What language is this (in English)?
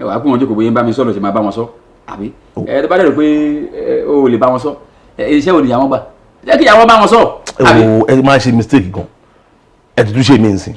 Yoruba